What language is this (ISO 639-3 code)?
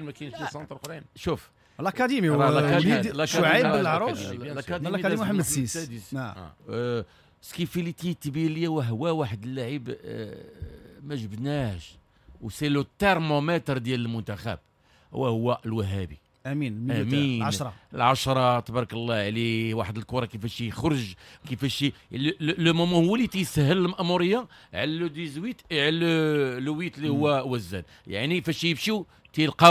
ary